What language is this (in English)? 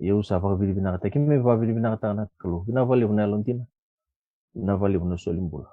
Fijian